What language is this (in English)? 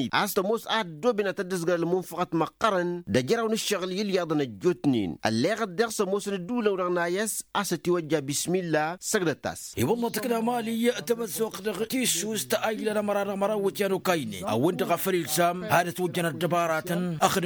Tamasheq